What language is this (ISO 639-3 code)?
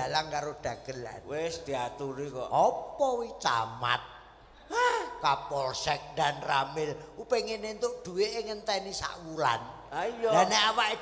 jav